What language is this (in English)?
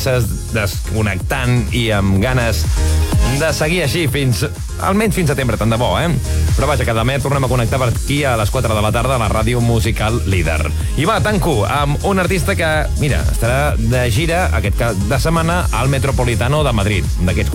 Catalan